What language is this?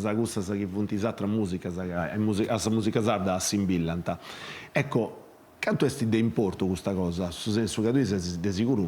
Sardinian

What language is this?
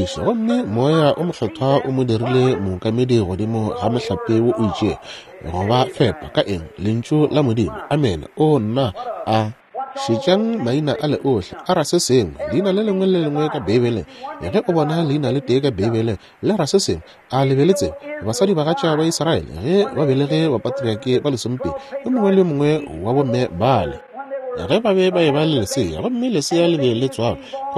Northern Sotho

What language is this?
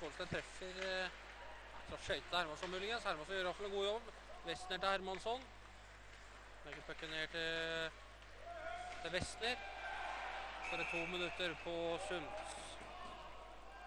Norwegian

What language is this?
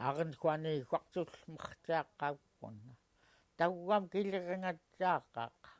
Central Yupik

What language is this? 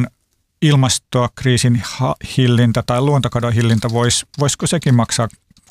Finnish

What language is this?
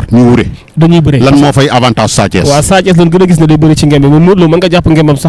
Wolof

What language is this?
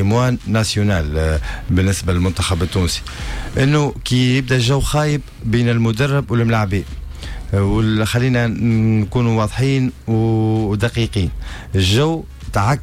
Tunisian Arabic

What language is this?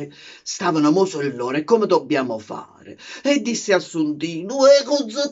Neapolitan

